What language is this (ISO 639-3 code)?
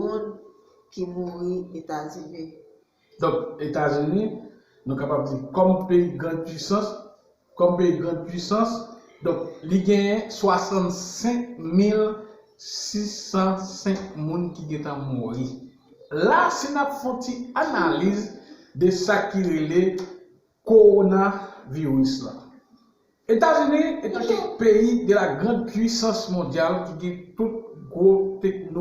hat